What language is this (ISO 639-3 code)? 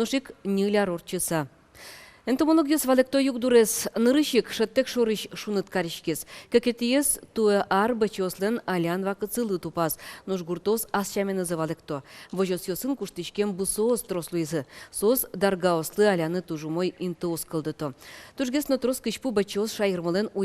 udm